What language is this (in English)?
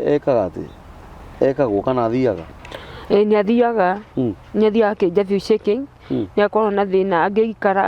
Kikuyu